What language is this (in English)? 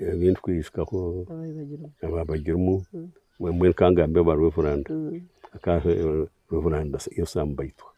Nyankole